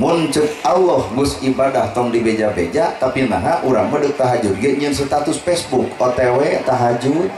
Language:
Sundanese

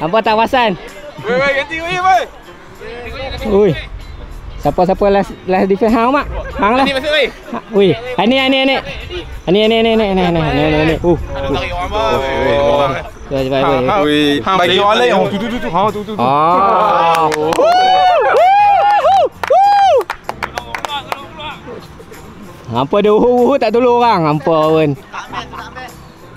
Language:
Malay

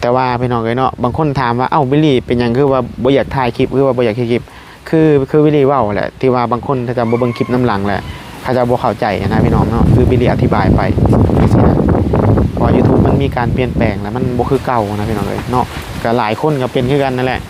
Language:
Northeastern Thai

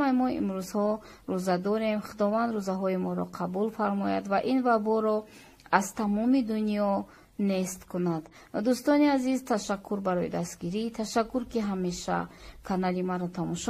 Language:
Tajik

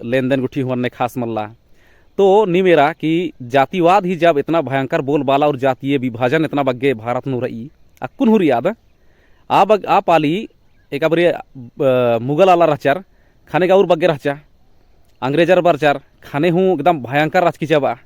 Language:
Kurukh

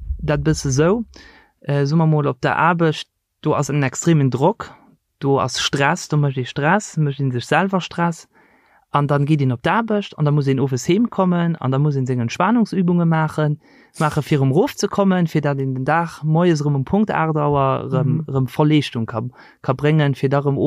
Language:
Luxembourgish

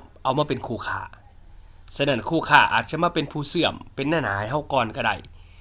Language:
Lao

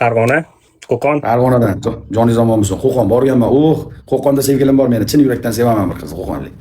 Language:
Uzbek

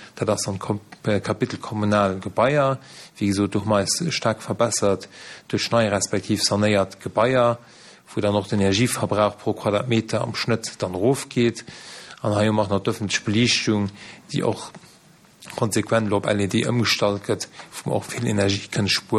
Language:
Luxembourgish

